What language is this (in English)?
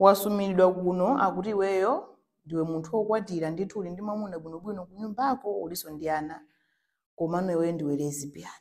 Nyanja